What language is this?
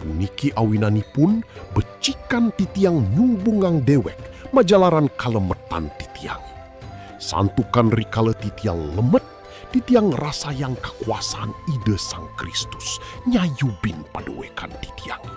Balinese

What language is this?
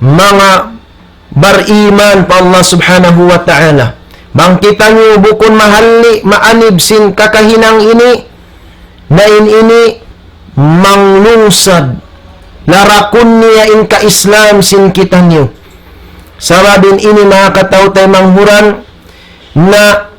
Tausug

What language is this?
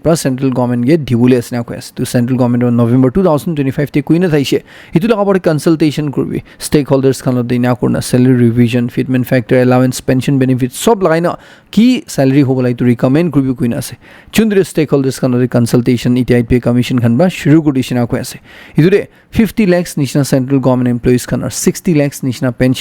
Naga Pidgin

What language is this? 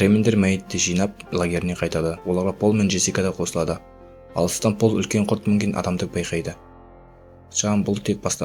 Kazakh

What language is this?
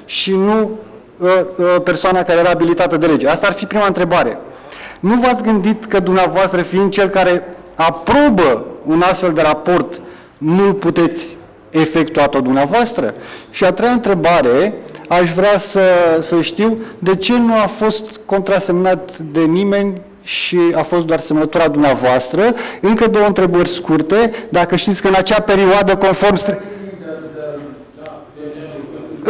Romanian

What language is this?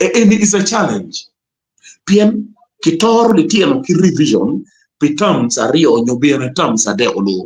Acoli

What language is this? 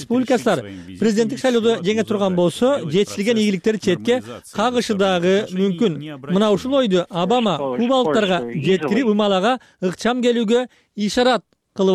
Kyrgyz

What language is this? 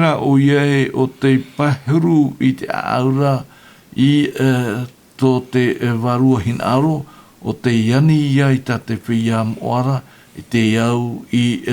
Tahitian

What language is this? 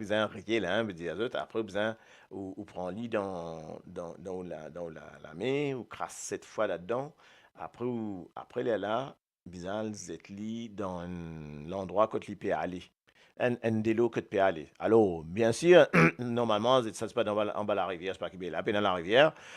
Morisyen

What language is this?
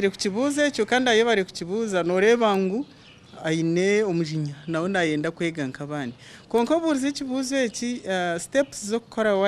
Nyankole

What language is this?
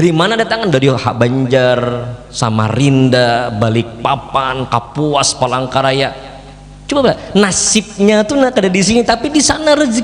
Banjar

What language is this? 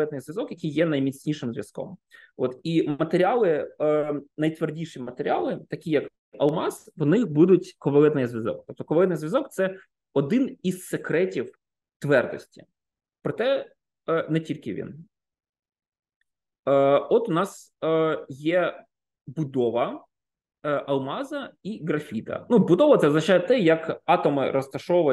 Ukrainian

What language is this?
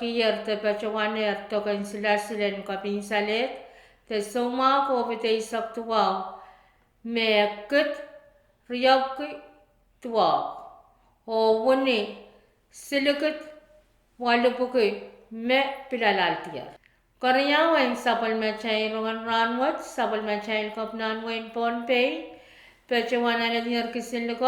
Pohnpeian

